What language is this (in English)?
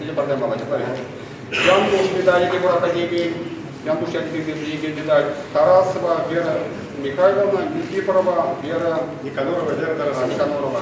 Chuvash